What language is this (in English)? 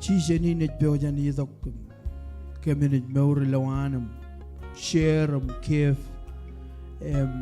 Marshallese